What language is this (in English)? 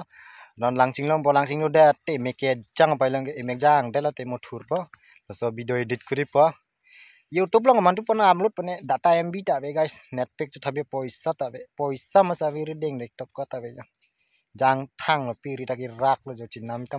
Karbi